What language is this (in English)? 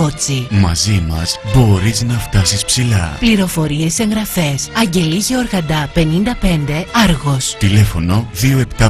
Greek